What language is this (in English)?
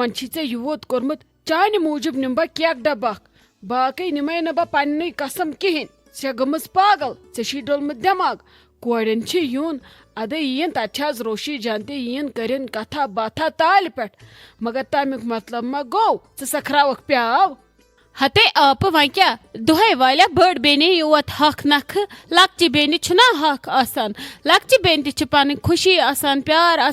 Kashmiri